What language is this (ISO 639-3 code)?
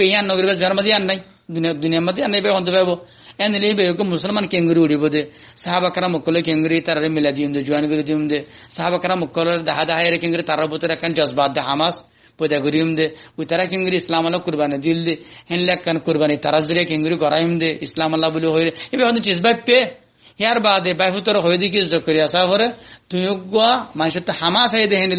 rhg